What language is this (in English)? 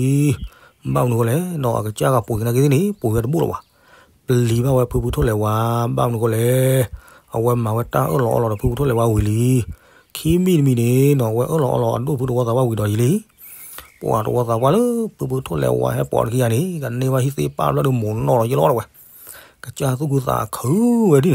S'gaw Karen